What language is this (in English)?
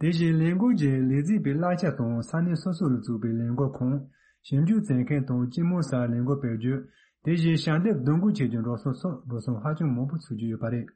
Tibetan